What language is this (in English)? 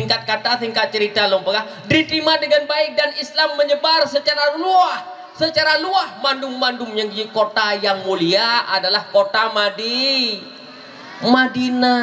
Achinese